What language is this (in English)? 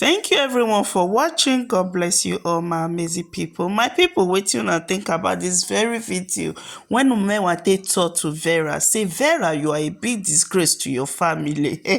Nigerian Pidgin